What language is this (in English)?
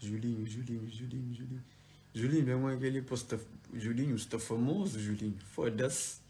Kabuverdianu